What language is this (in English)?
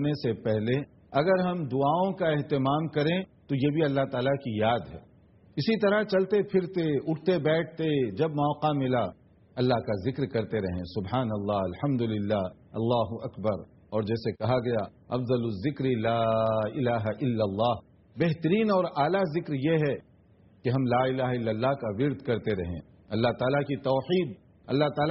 Urdu